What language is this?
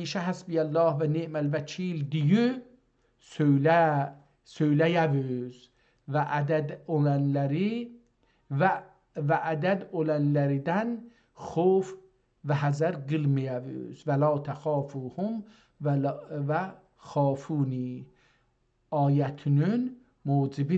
South Azerbaijani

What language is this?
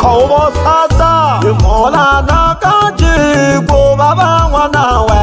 Swahili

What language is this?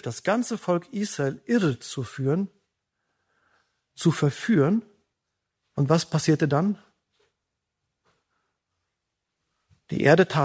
German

